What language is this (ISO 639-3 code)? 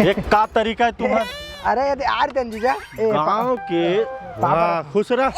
hne